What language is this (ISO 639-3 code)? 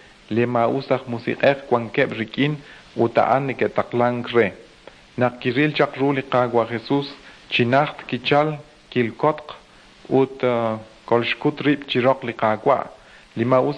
kek